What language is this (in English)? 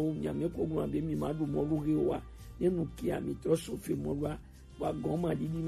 Gen